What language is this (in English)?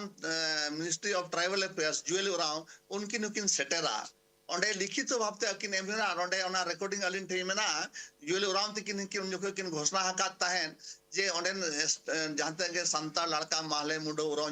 Santali